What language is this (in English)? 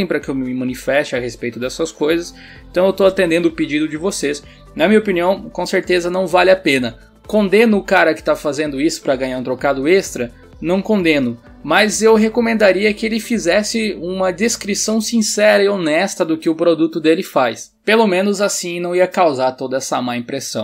Portuguese